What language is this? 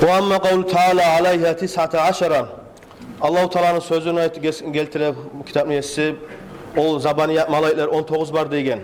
Kumyk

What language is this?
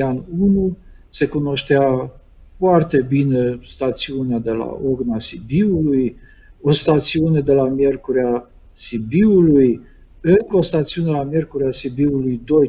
Romanian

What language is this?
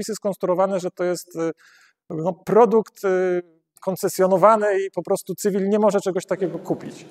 Polish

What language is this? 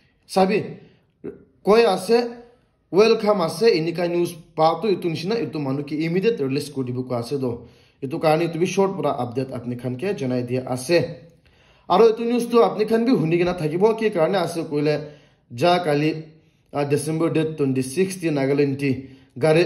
Naga Pidgin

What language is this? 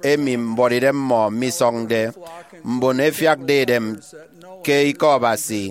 Efik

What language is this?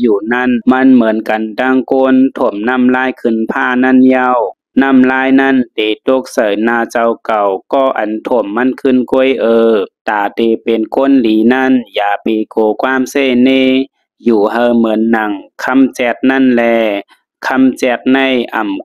Shan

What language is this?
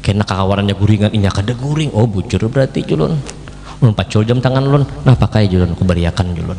Banjar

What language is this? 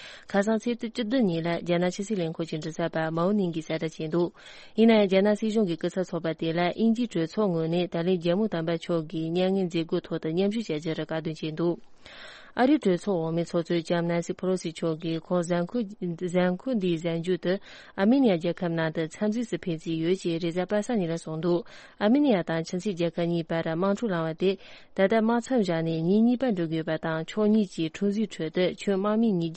Tibetan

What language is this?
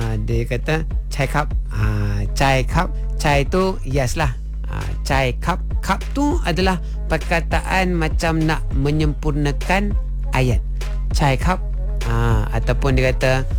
Malay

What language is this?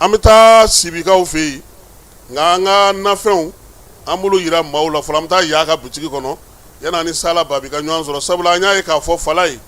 Bambara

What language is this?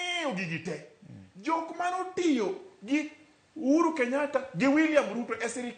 Luo (Kenya and Tanzania)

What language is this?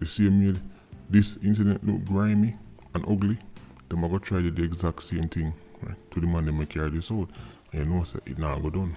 Jamaican Creole English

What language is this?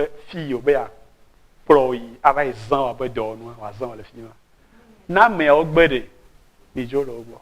Ewe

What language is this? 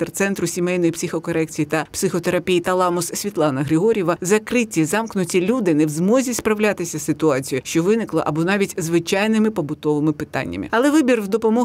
Ukrainian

